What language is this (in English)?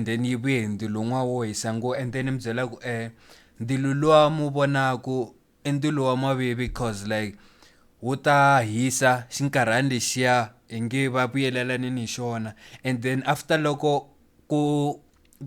Tsonga